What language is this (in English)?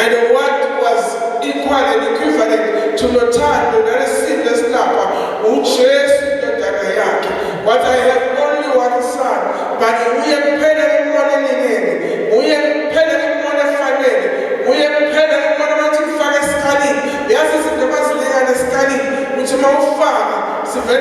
Zulu